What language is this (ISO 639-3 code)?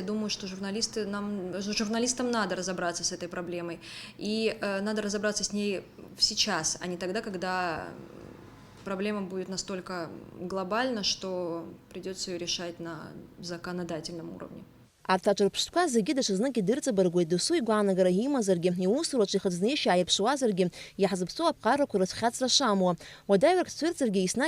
abk